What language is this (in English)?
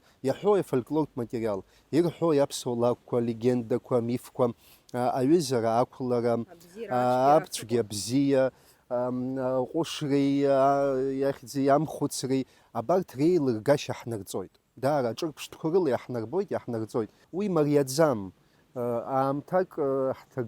Abkhazian